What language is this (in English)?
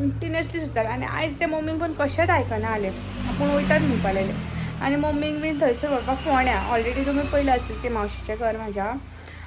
Konkani